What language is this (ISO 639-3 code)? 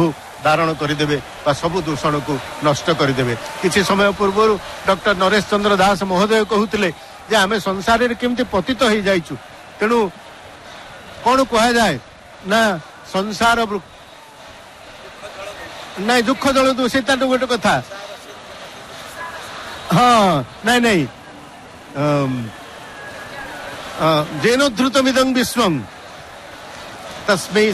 ori